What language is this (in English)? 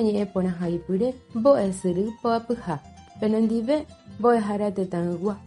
Guarani